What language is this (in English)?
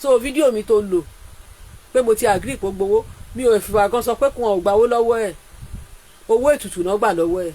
Yoruba